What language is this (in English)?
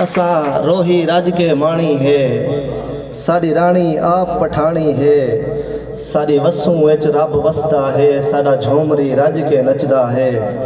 Saraiki